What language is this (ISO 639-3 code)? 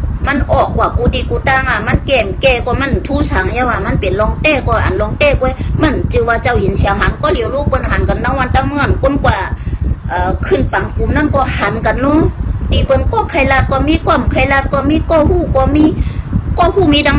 shn